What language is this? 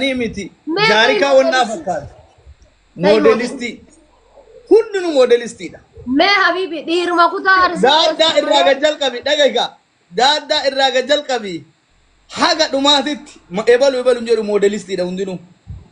Oromo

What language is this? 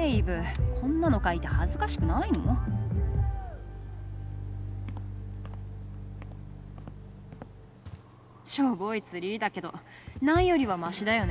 Japanese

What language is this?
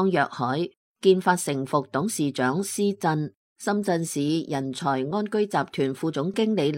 Cantonese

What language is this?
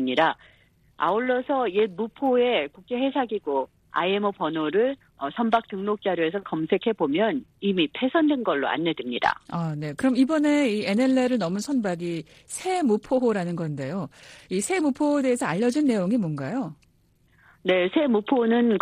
Korean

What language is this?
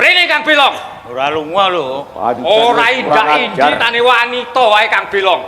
Javanese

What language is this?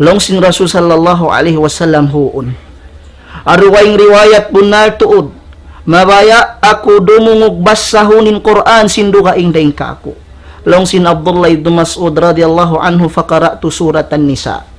Tausug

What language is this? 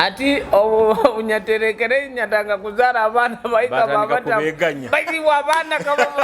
Nyoro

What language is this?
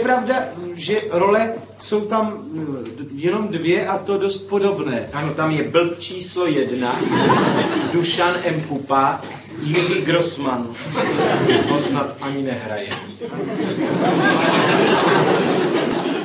Czech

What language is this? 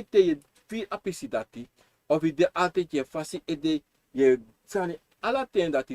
Sranan Tongo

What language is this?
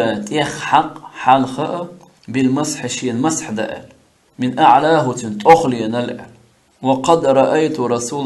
Chechen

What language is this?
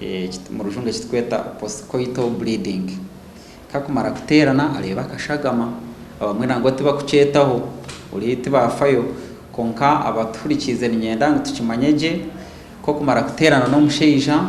Nyankole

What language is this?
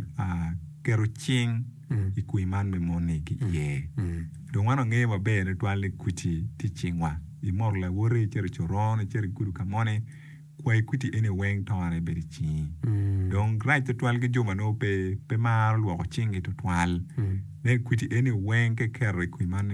Acoli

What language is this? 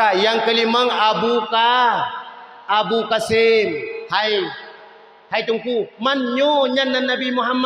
Achinese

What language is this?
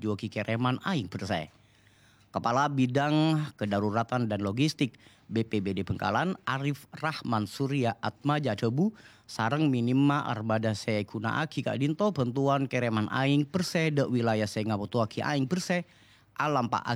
Madurese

